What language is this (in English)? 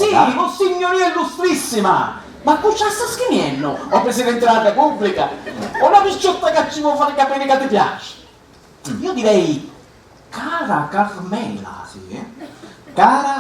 Sicilian